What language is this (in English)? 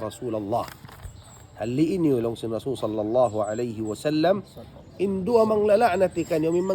Tausug